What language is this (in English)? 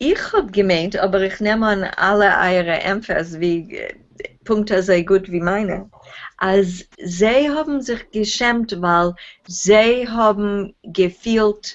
Yiddish